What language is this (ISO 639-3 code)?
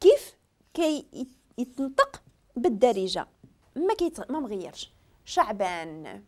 ary